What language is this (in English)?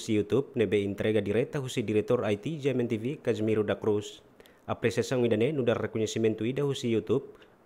Tetum